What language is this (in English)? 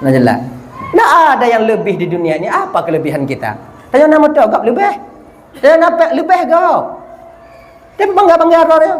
Achinese